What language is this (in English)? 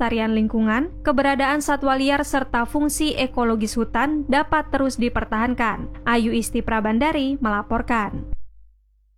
Indonesian